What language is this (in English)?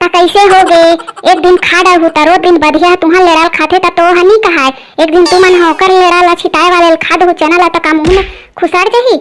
Chhattisgarhi